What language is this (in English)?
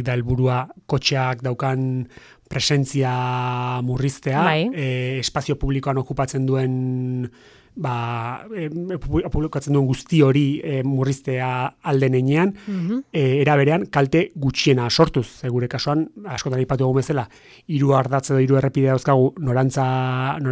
Basque